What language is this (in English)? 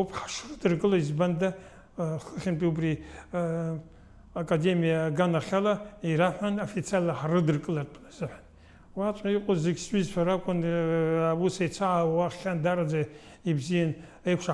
Abkhazian